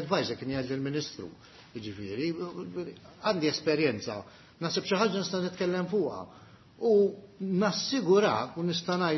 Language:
Maltese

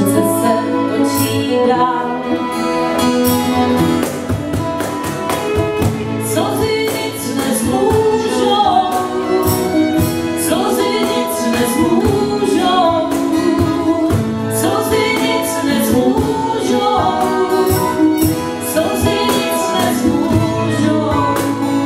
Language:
Czech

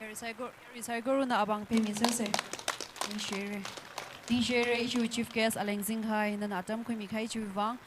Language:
Tangkhul Naga (India)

